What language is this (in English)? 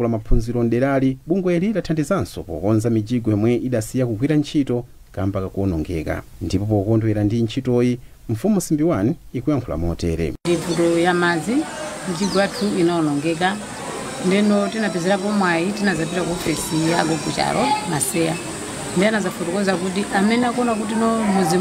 Nyanja